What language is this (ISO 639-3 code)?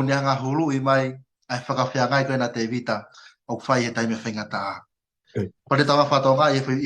ton